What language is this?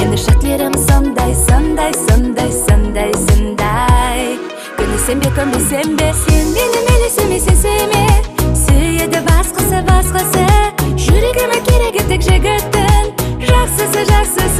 Kara-Kalpak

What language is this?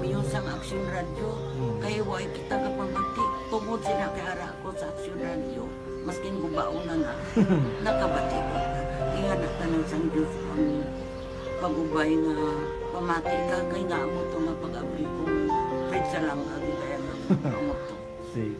Hiligaynon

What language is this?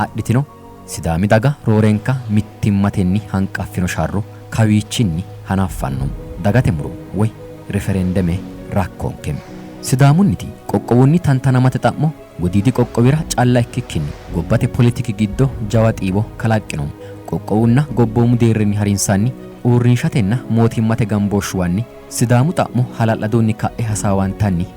Sidamo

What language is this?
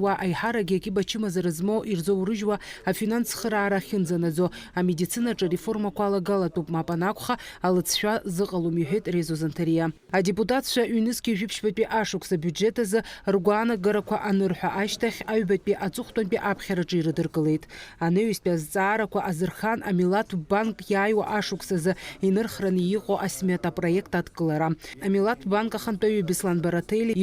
Abkhazian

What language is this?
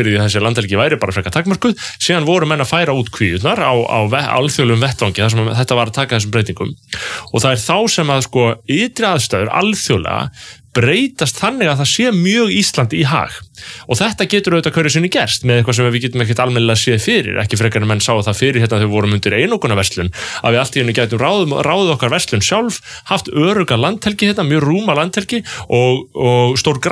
Icelandic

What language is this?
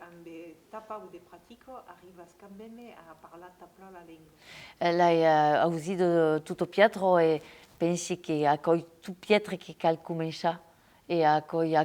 Occitan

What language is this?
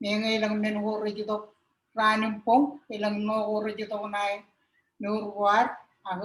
Marshallese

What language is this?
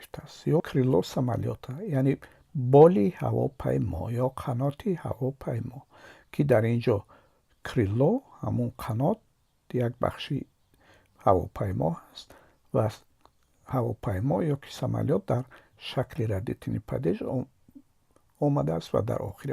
Tajik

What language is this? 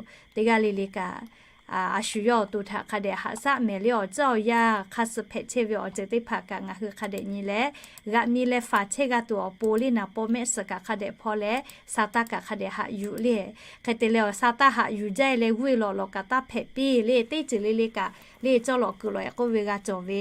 Lahu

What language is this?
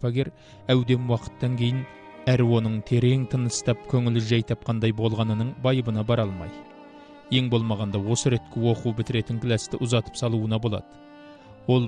Kazakh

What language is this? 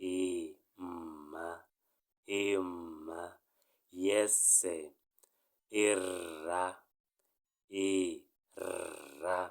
Tswana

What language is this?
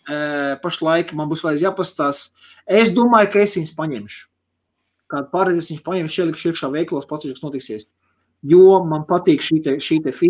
Latvian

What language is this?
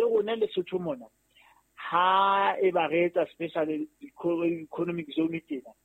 Southern Sotho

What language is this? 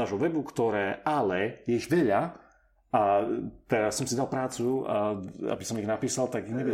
Slovak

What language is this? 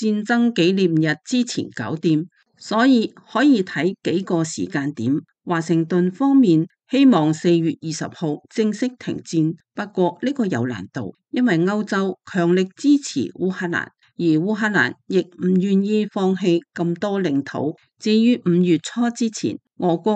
Cantonese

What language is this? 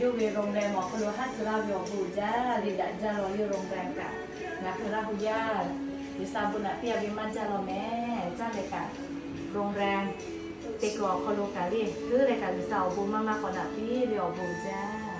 Lahu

